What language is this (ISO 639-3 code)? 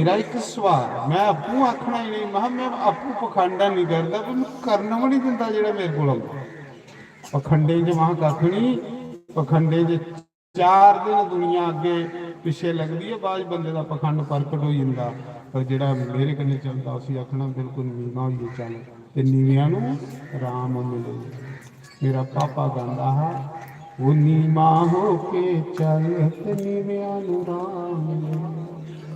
doi